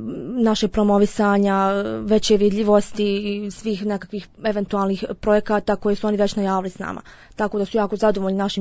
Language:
Bosnian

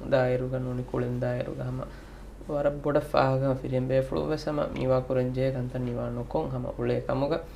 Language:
Divehi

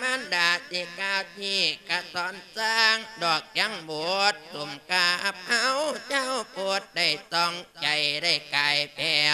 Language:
Lao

